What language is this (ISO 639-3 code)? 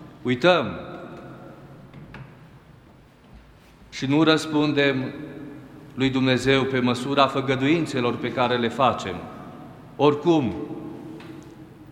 ron